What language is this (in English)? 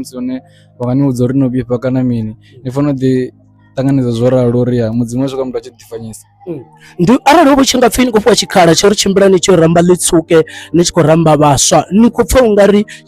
Venda